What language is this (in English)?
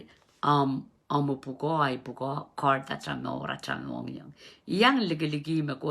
Pohnpeian